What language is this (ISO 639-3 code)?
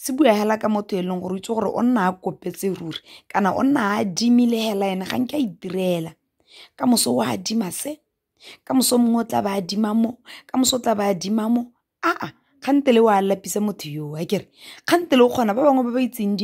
tsn